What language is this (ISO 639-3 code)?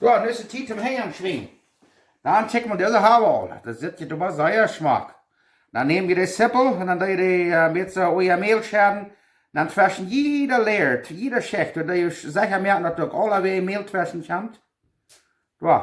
pdt